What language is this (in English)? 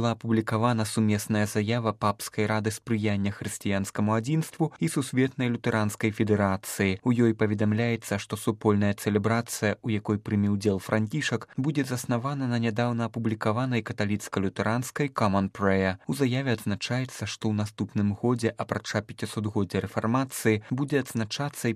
Belarusian